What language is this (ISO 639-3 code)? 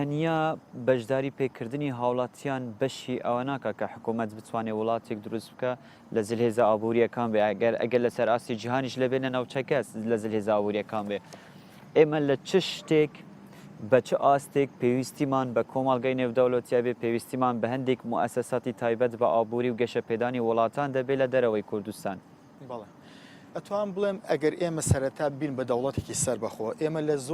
ckb